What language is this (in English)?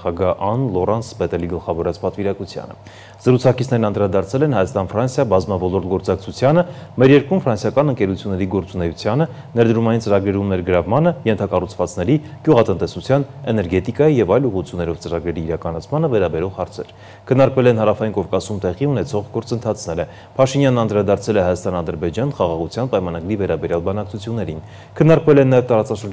Armenian